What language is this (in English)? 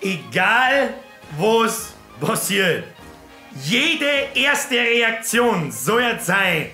Bavarian